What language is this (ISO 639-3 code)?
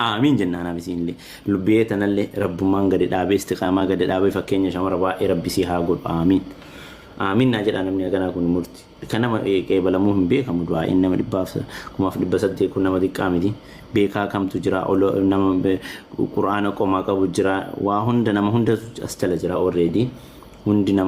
orm